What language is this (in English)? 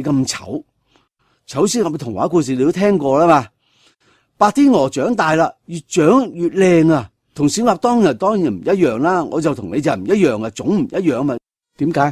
Cantonese